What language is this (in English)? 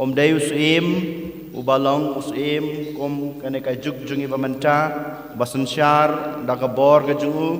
Khasi